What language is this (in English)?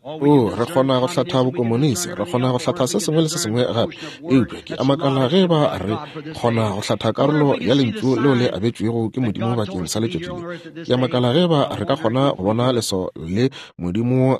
Northern Sotho